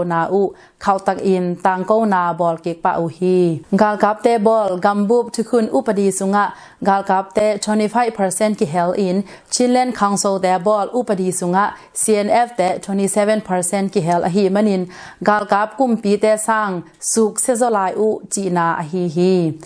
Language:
Tedim Chin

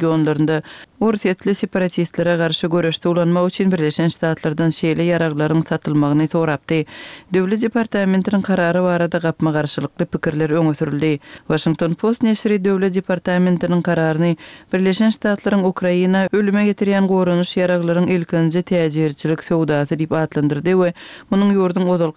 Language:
Turkmen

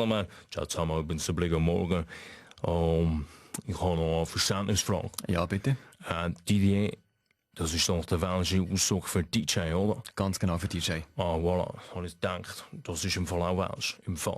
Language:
Swiss German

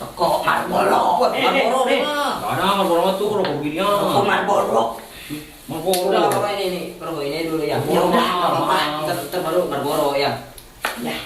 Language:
Betawi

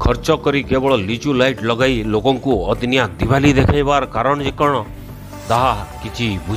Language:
Odia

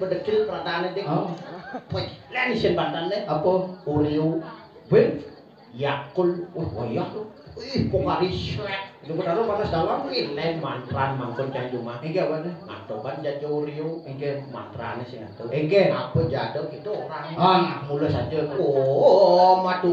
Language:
Balinese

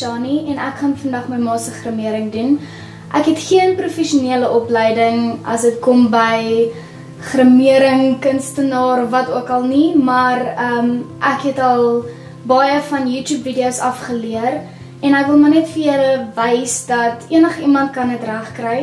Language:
Afrikaans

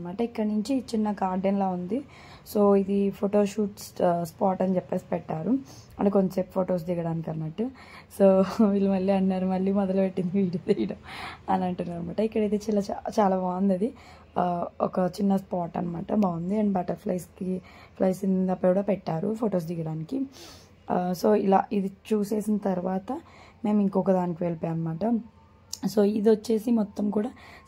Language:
Telugu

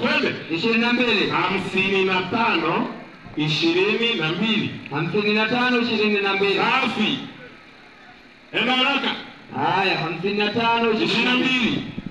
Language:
Swahili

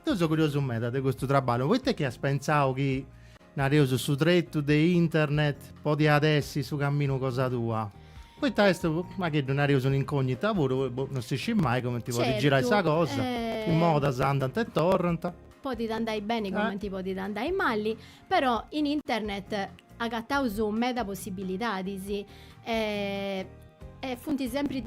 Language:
Sardinian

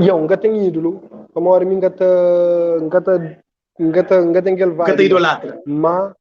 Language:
Kabuverdianu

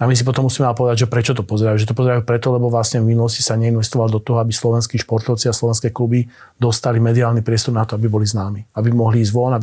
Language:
Slovak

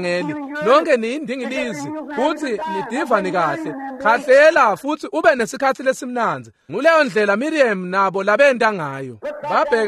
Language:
Swati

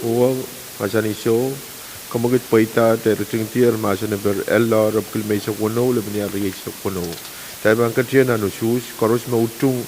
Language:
Pohnpeian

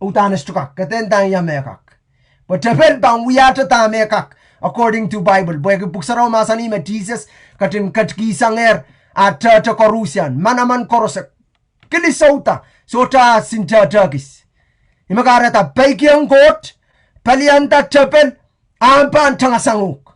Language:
Pohnpeian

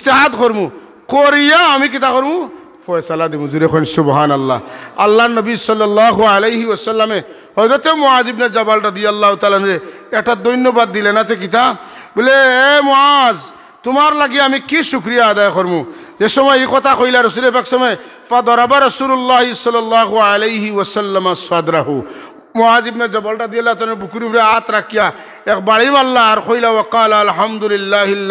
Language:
Sylheti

